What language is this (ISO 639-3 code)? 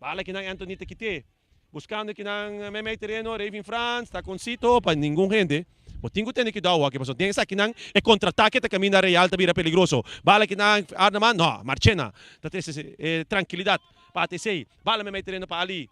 pap